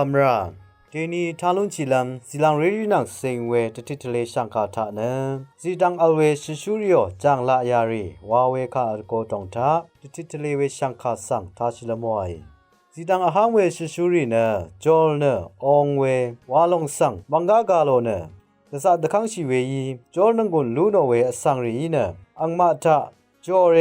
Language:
Rawang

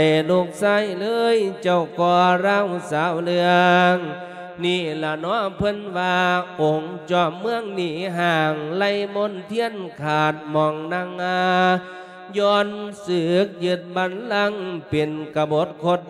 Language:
Lao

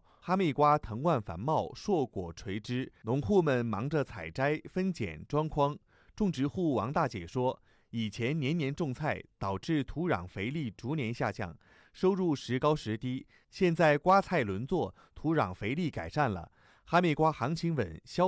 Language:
Chinese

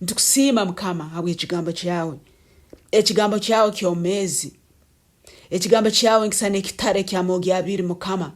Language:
Nyoro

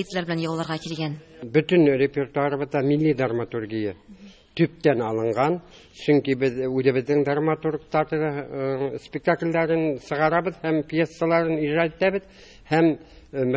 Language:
Tatar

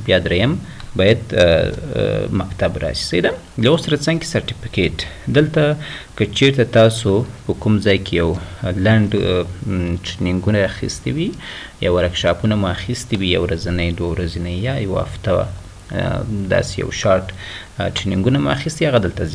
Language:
Pashto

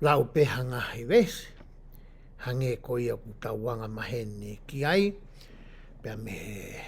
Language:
Tongan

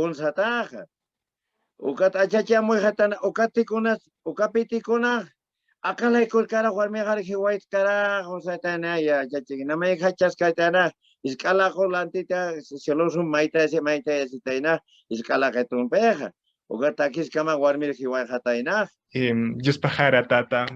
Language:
Aymara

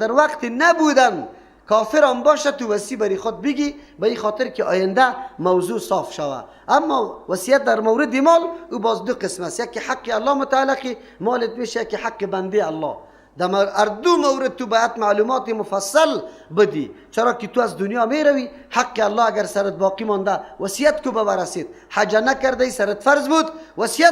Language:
Persian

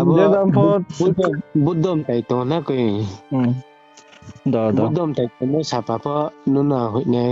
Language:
Riang (India)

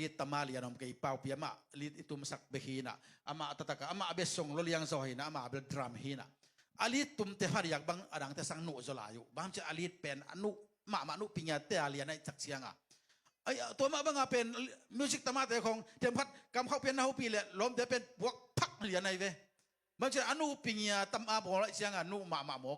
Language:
Tedim Chin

